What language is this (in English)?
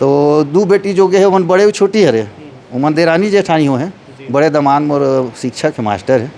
Chhattisgarhi